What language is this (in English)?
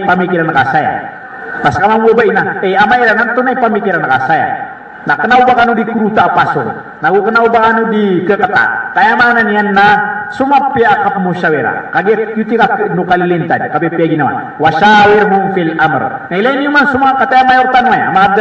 Maranao